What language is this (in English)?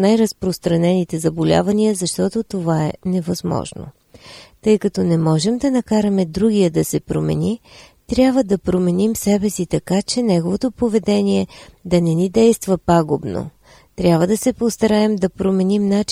Bulgarian